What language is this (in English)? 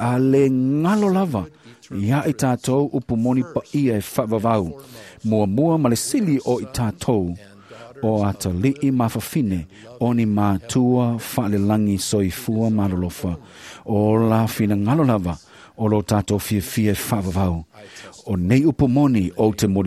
Samoan